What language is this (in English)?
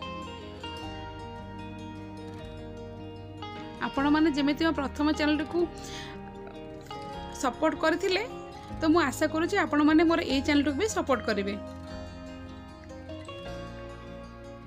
Odia